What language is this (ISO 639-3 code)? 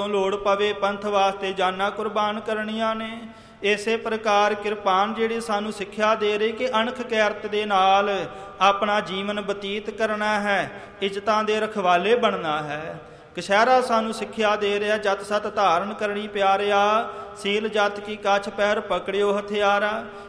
pan